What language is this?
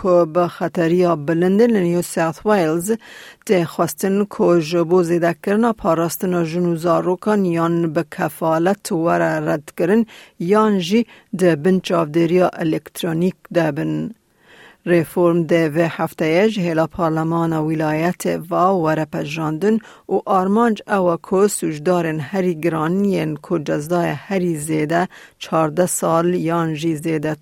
Kurdish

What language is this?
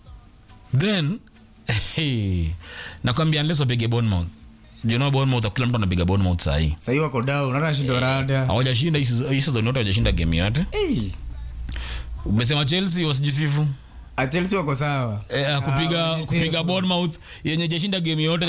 Swahili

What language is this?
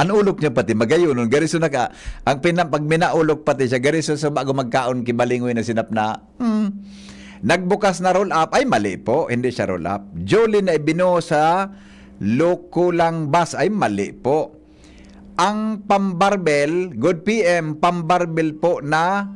Bikol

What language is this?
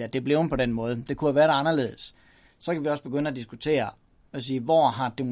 Danish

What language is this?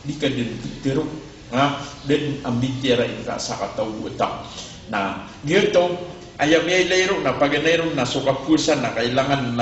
Maranao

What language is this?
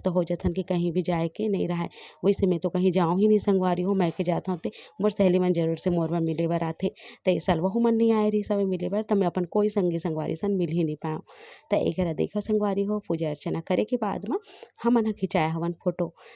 Chhattisgarhi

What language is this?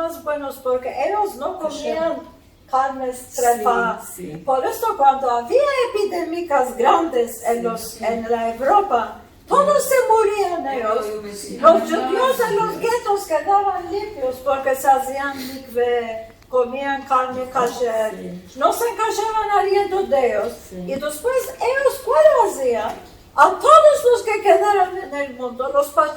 Ladino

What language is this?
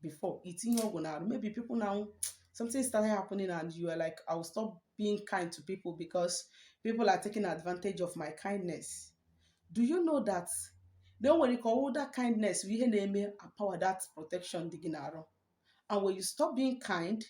Igbo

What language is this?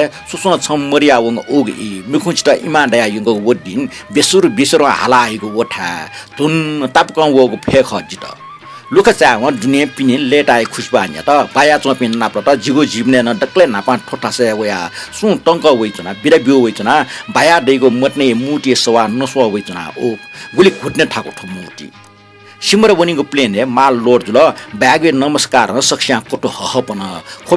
Newari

